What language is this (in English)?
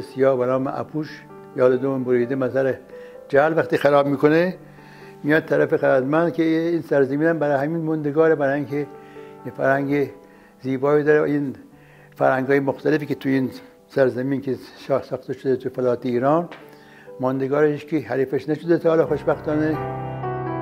Persian